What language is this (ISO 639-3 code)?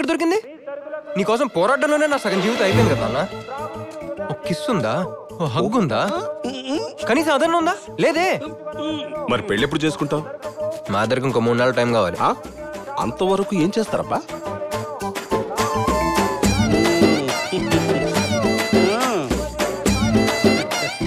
tel